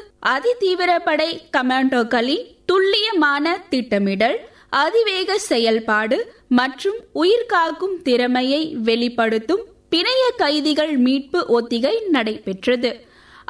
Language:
Tamil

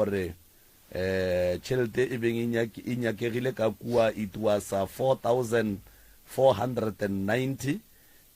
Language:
Northern Sotho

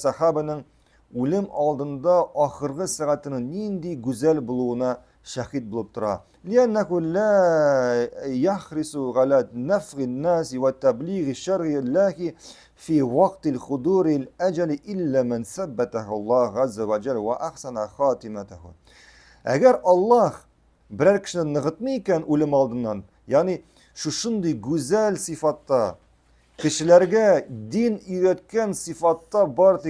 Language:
Tatar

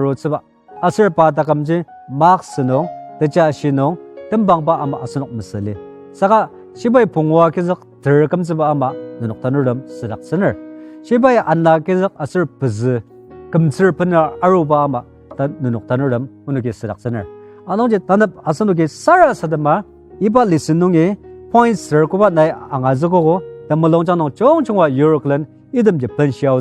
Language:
Ao Naga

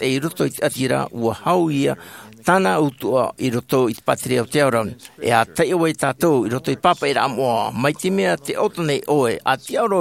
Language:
Tahitian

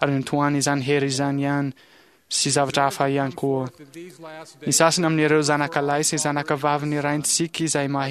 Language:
Malagasy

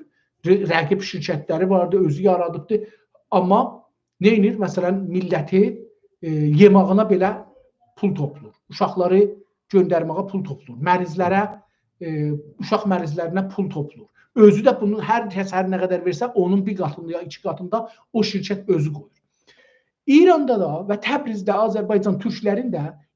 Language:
South Azerbaijani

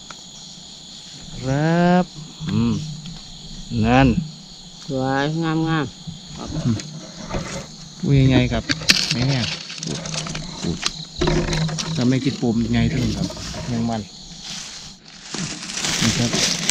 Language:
Northeastern Thai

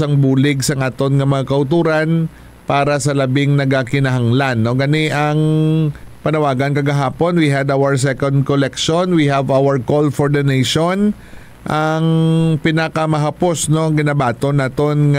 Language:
Hiligaynon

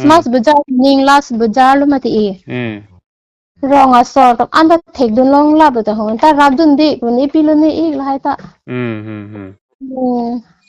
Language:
Karbi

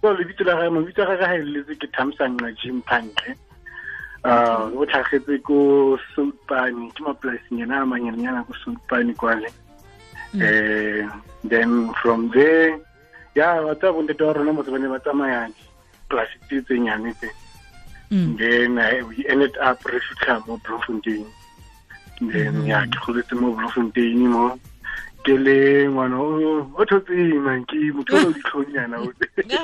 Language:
Tswana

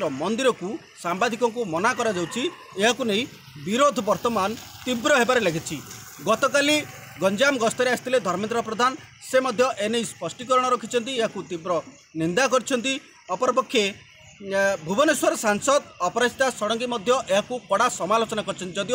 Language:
Odia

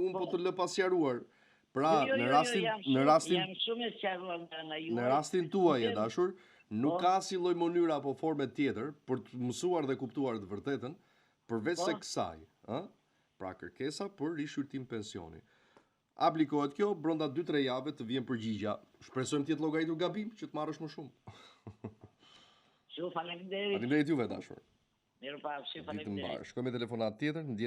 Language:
Albanian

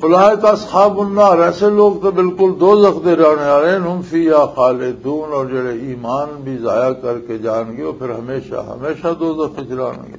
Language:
Western Panjabi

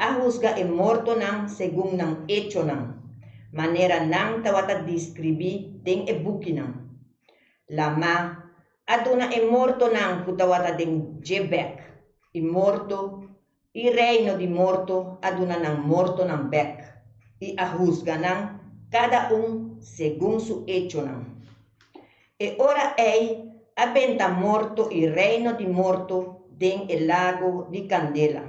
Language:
Papiamento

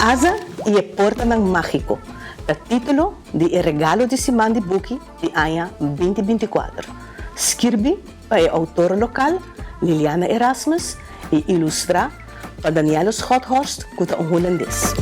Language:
Papiamento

